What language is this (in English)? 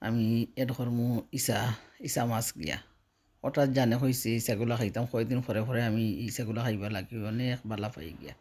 Sylheti